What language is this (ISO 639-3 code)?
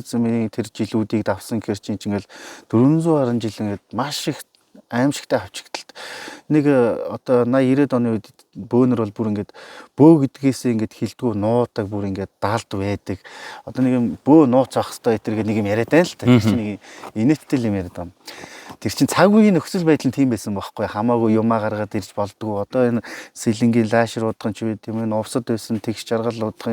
mon